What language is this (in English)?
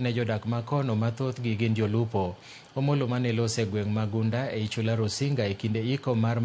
Luo (Kenya and Tanzania)